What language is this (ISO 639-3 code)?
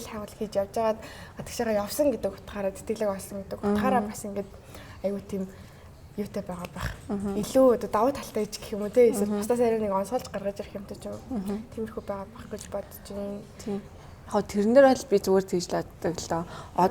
mon